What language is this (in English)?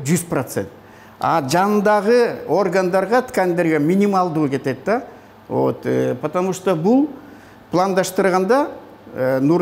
Kyrgyz